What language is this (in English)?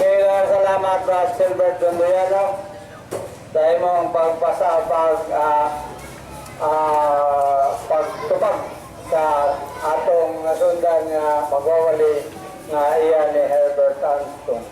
Cebuano